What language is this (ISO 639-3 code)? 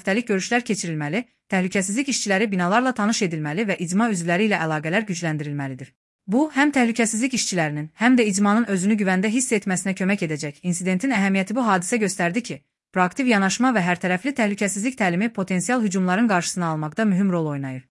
aze